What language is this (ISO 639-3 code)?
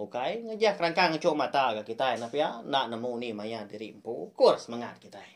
iba